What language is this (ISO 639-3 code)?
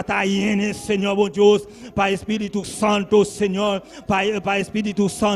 pap